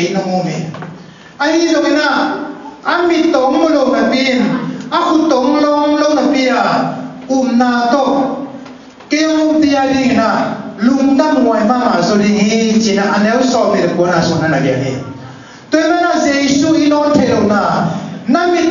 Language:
Tedim Chin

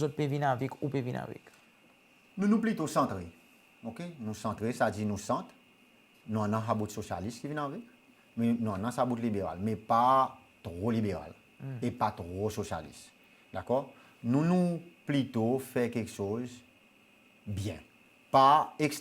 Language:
Seselwa Creole French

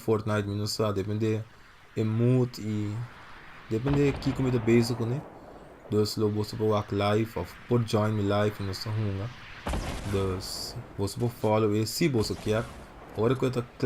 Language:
Papiamento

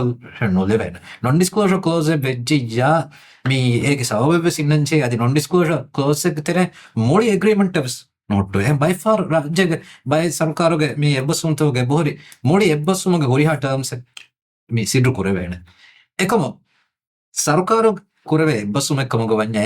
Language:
Divehi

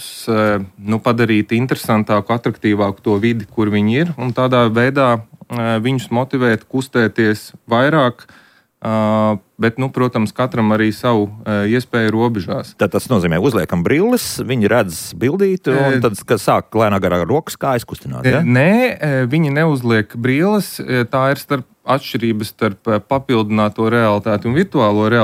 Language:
Latvian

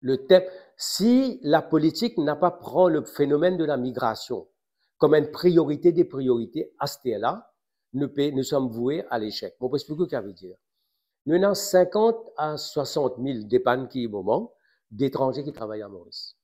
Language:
Morisyen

